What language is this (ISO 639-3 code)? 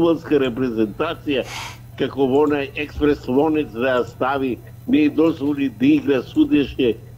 mkd